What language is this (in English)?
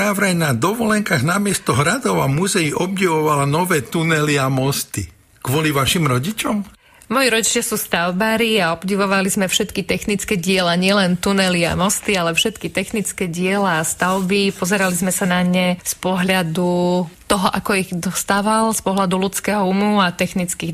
Slovak